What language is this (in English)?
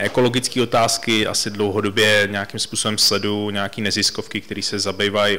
Czech